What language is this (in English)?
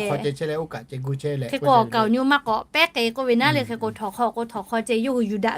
Lahu